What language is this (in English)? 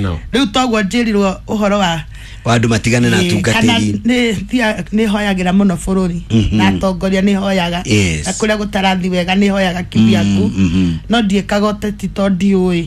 Kikuyu